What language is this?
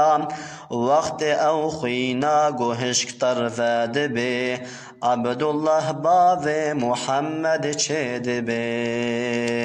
Kurdish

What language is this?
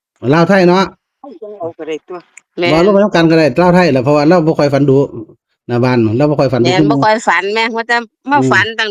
Northeastern Thai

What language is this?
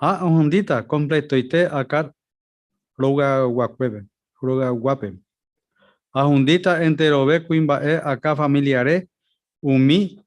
Guarani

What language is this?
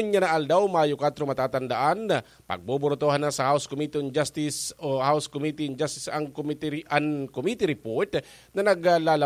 Bikol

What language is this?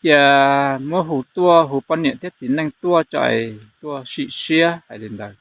Hmong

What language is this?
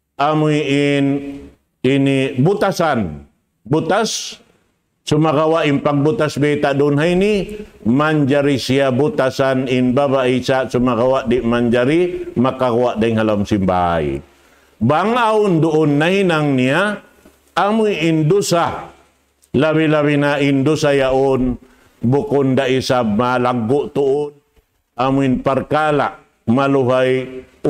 Tausug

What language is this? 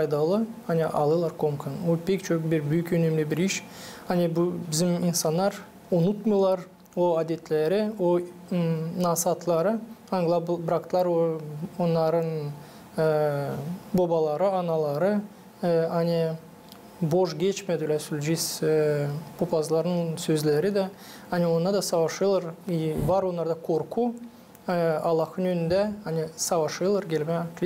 Gagauz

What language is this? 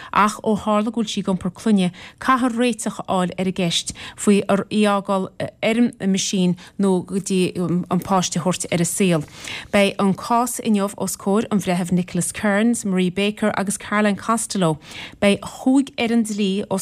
Irish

